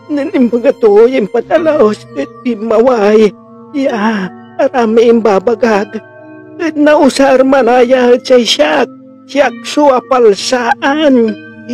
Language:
Pangasinan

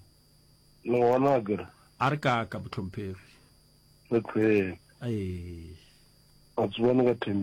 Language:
Northern Sotho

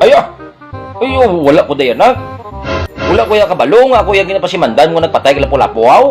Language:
Hiligaynon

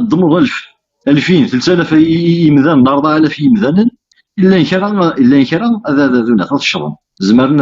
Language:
Kabyle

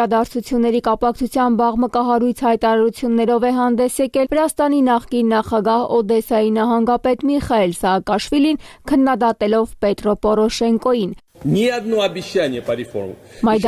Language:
Armenian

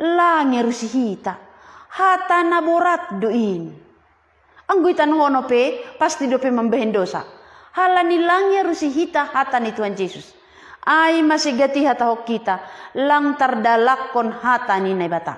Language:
Batak Simalungun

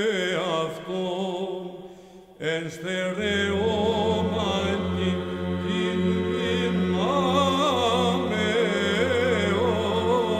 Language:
Greek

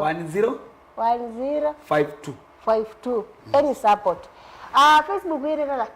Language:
Kamba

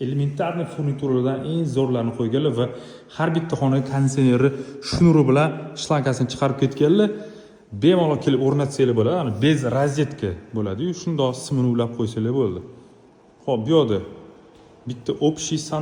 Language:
Uzbek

